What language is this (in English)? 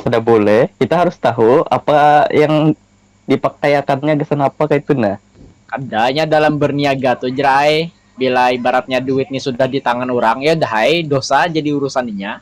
Banjar